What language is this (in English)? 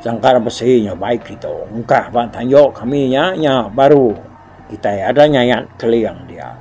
Iban